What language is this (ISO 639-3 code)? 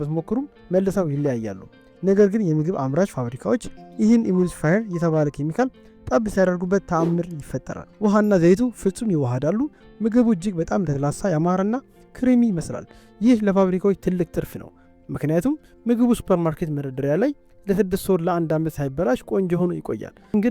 amh